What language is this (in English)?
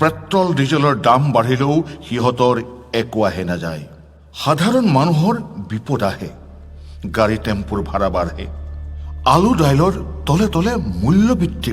Assamese